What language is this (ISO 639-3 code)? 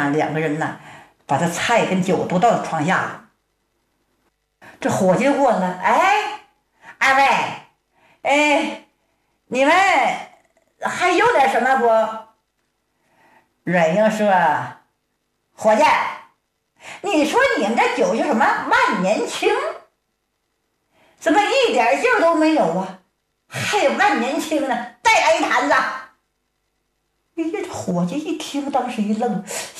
zho